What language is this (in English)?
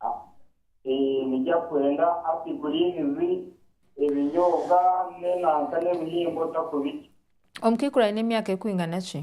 Nyankole